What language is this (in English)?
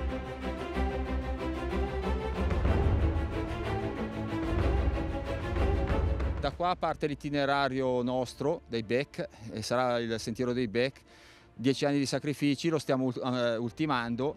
Italian